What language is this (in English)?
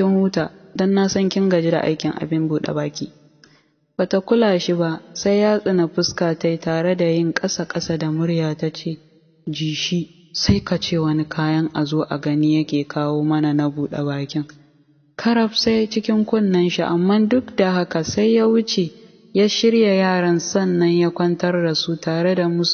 Hausa